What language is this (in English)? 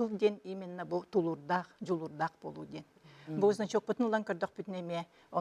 Yakut